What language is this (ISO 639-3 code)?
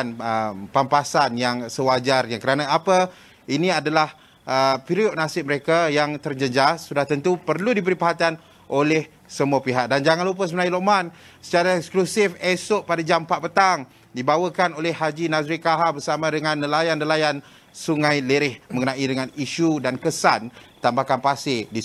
msa